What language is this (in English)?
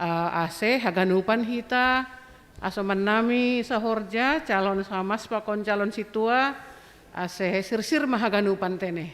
Batak Simalungun